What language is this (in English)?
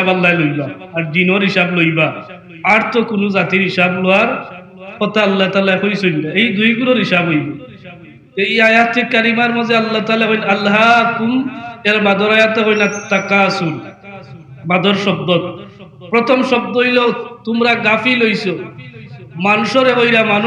Sylheti